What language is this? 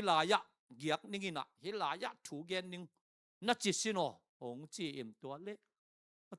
Tedim Chin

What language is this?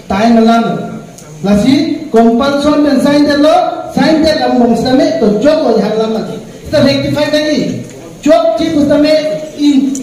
Karbi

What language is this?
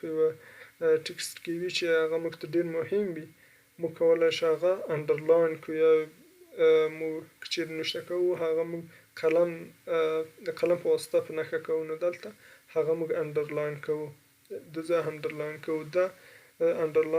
Pashto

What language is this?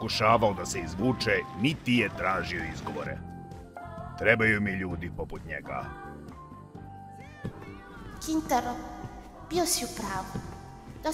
Serbian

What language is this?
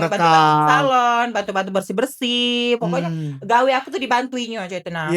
Musi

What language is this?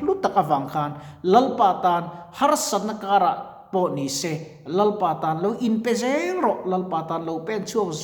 Mizo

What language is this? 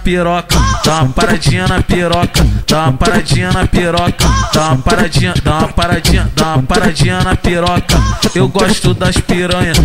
Portuguese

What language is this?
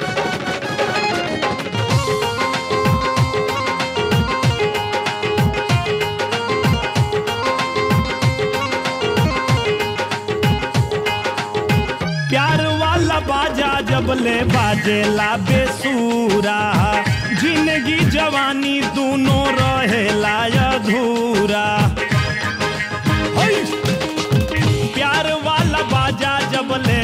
Bhojpuri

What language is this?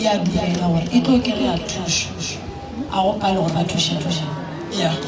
Northern Sotho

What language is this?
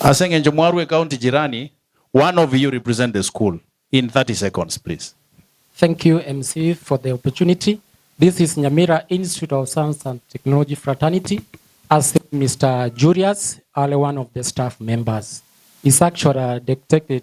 Gusii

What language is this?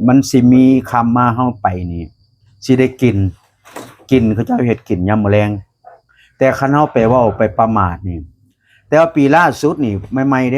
Northeastern Thai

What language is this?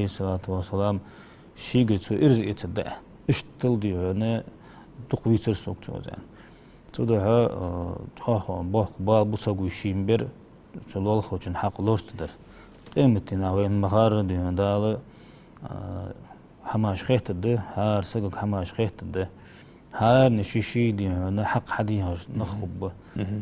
Ingush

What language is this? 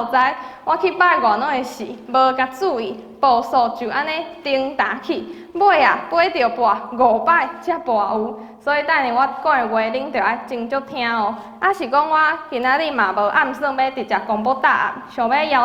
Min Nan Chinese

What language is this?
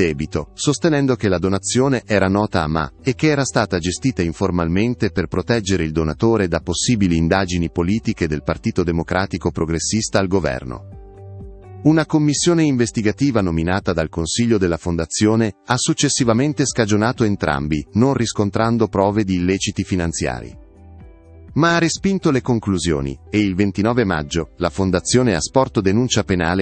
Italian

